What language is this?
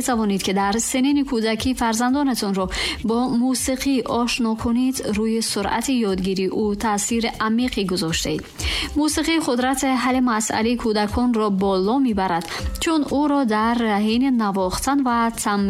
Tajik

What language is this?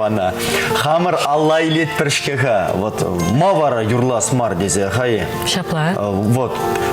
Chuvash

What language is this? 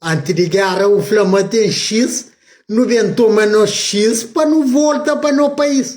Kabuverdianu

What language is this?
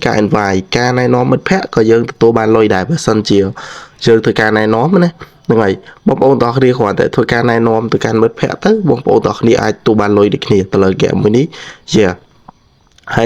Khmer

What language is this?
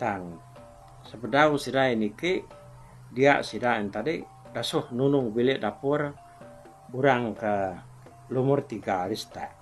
Iban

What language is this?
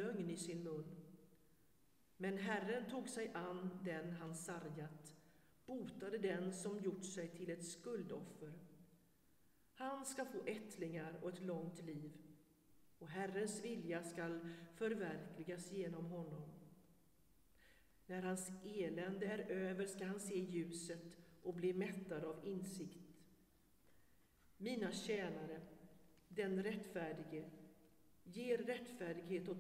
Swedish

